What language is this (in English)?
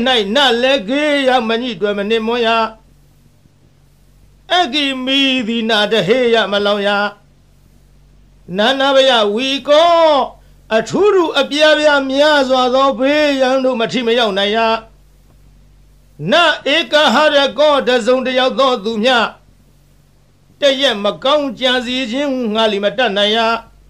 Burmese